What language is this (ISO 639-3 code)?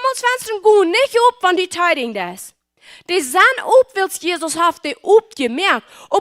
pdt